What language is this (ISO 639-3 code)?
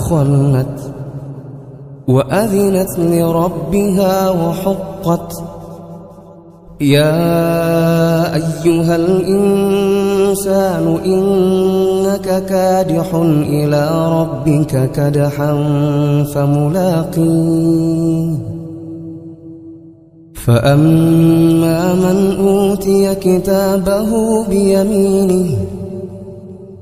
ara